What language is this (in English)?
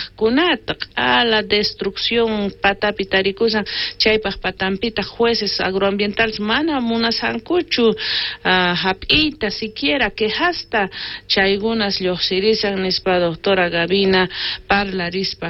South Bolivian Quechua